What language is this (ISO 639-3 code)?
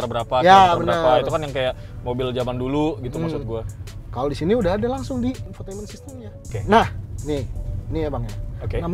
ind